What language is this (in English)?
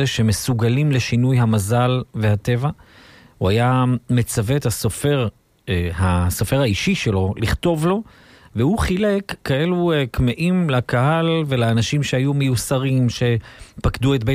Hebrew